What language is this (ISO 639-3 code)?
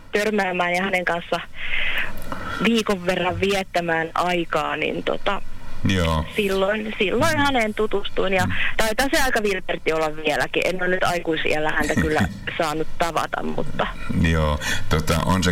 fin